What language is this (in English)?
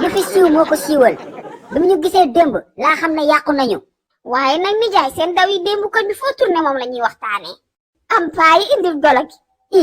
Wolof